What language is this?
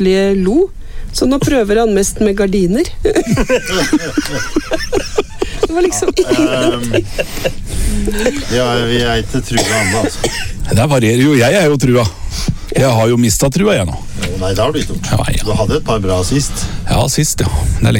Norwegian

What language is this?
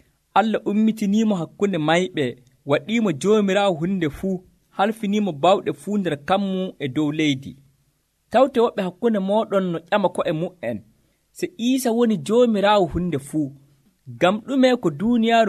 Nigerian Fulfulde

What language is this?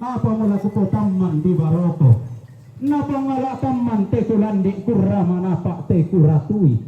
Toraja-Sa'dan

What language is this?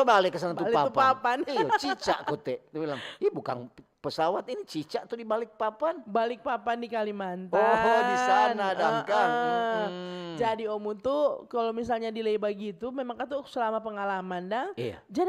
Manado Malay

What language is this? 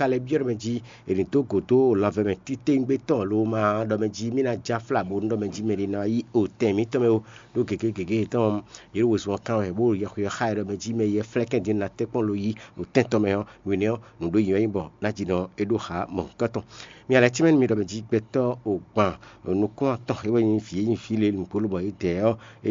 Fon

